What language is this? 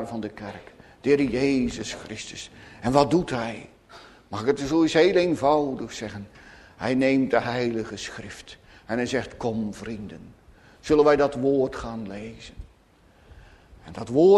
Dutch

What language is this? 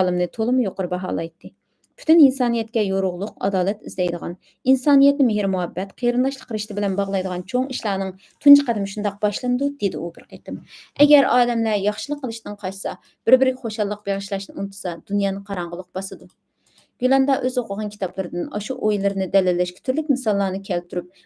Uyghur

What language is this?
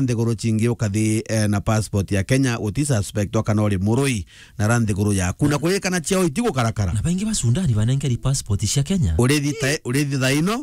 Meru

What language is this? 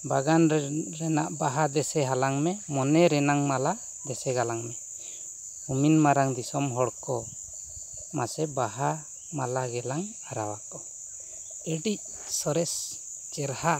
Santali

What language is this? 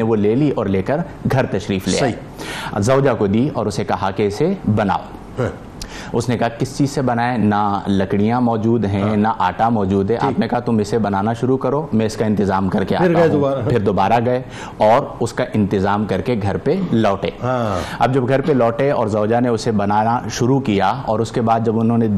Urdu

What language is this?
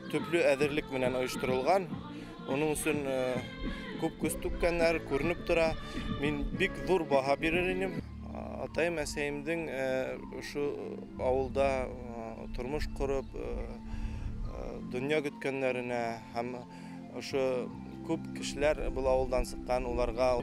Bashkir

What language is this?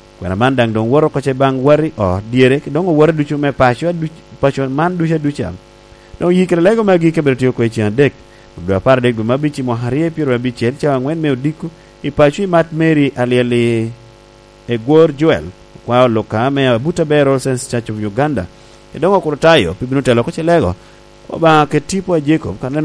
Lango (Uganda)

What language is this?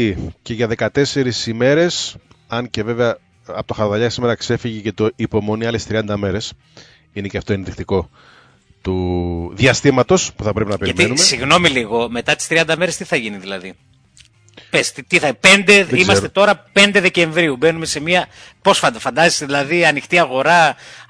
Greek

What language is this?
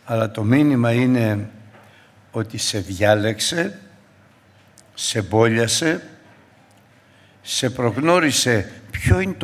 Greek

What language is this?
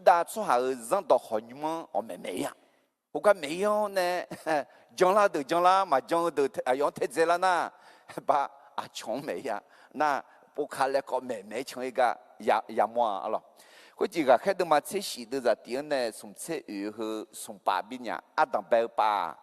Akha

